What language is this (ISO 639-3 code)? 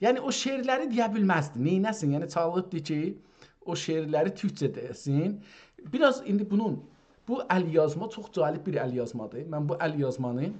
azb